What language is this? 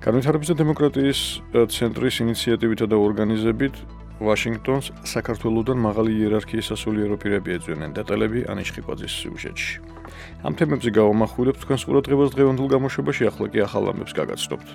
Georgian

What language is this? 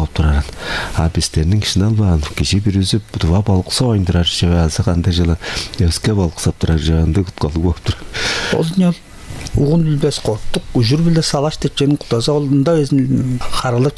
Tuvinian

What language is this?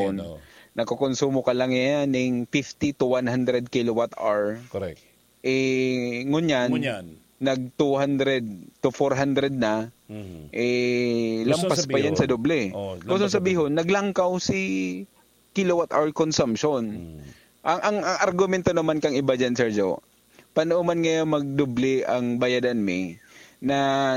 Bikol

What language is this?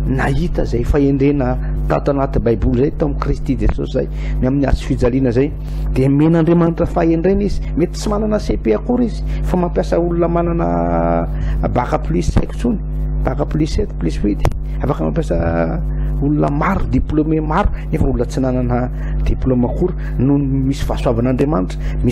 Malagasy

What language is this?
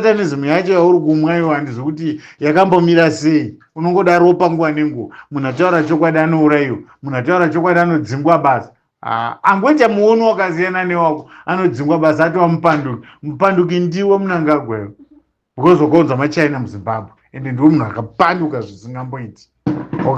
Shona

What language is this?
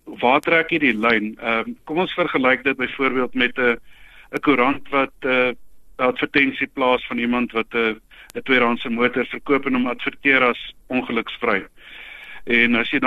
Afrikaans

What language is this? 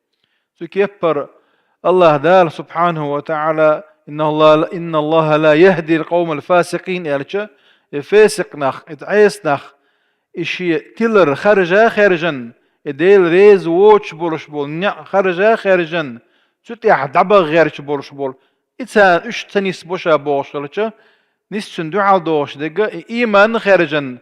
Chechen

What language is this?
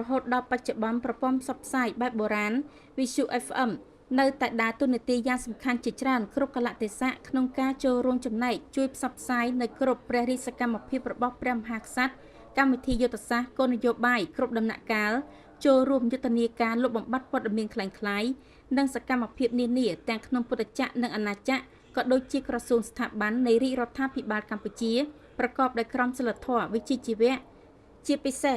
Khmer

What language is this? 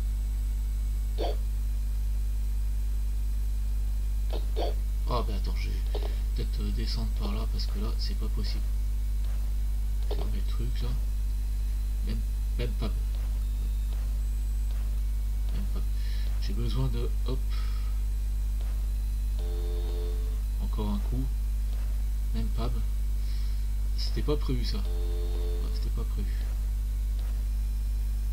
French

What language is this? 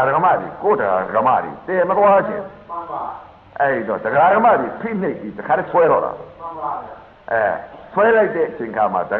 Burmese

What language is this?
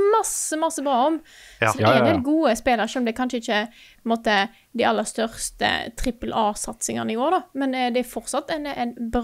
Norwegian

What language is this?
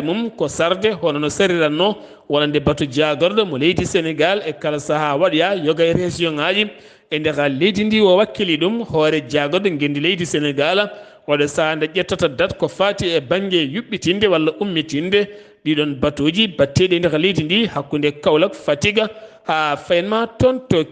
Fula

